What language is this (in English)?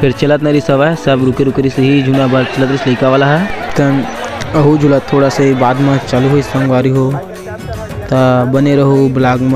Chhattisgarhi